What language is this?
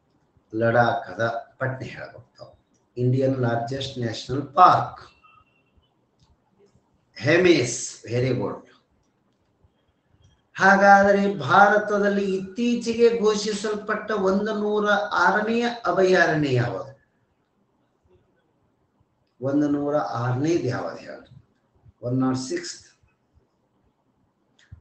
Kannada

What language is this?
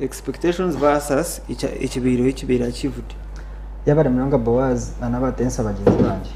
Nyankole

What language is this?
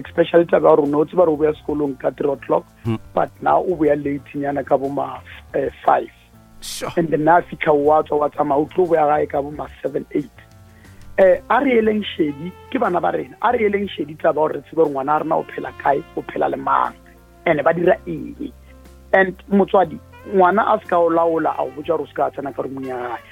Northern Sotho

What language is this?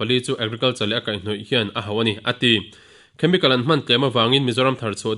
Mizo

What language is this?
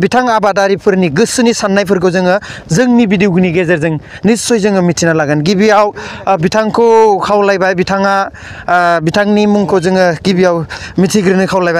Bodo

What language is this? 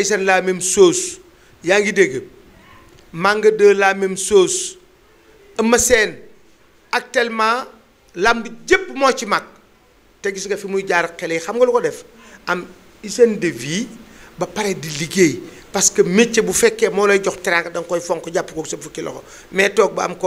Wolof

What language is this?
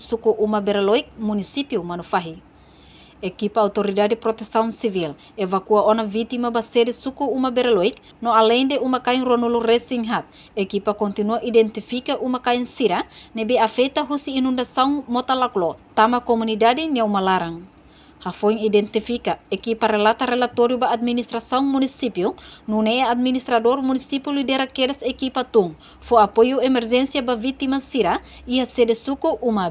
Tetum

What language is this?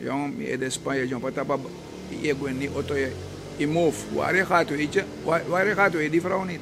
Sranan Tongo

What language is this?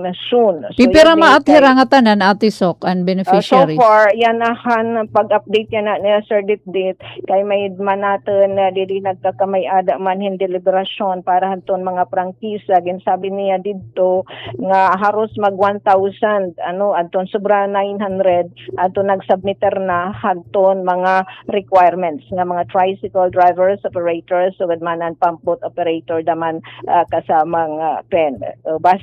Waray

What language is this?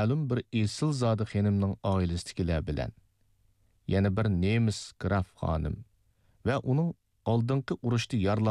Uyghur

